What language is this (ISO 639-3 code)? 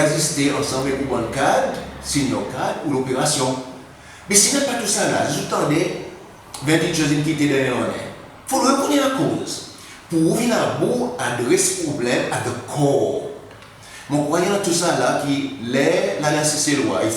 crs